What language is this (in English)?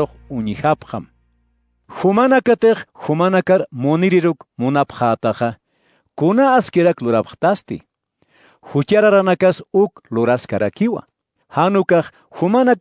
Aymara